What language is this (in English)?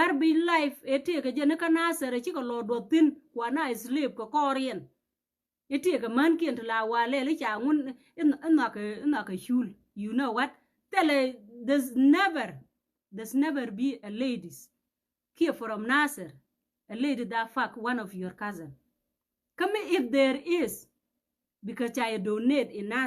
Nuer